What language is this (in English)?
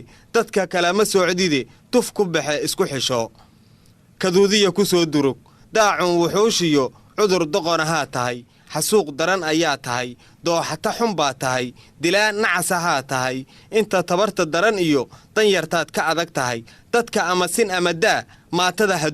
Somali